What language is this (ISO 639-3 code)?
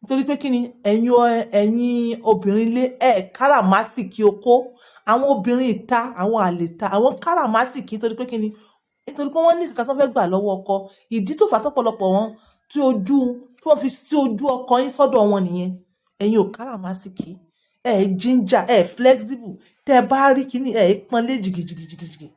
yor